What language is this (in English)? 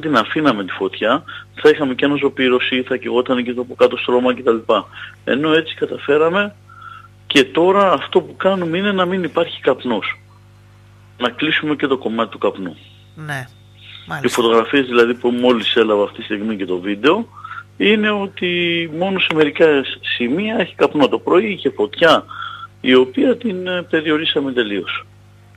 Greek